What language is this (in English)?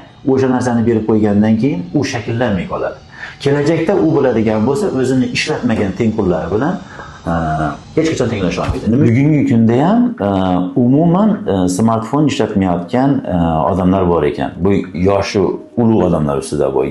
Uzbek